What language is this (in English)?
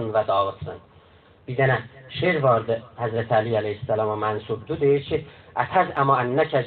South Azerbaijani